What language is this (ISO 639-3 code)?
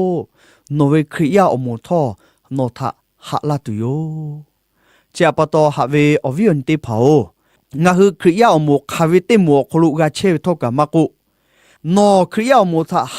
lhu